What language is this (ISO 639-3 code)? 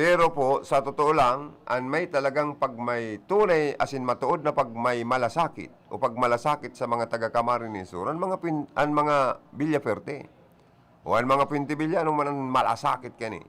bik